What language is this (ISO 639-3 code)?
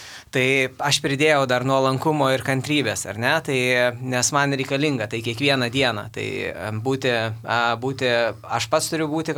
lit